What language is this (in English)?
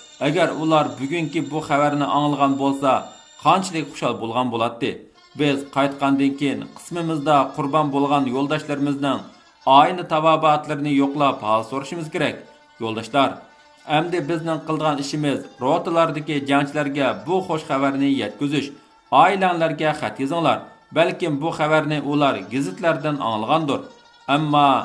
Uyghur